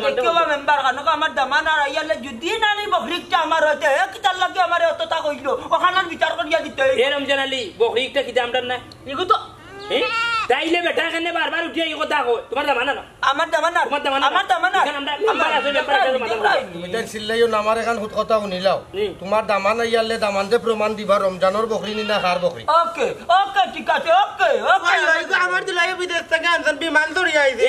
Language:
Sylheti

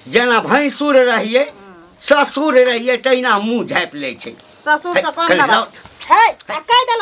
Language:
Maithili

